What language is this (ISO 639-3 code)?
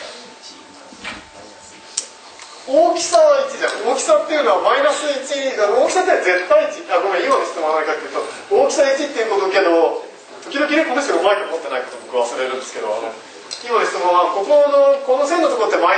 jpn